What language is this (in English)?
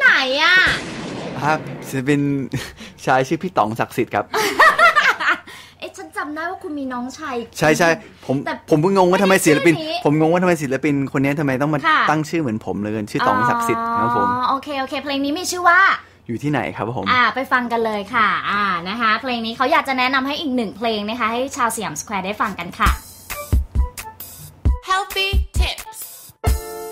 Thai